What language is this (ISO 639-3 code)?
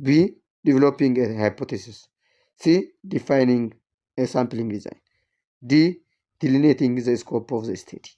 eng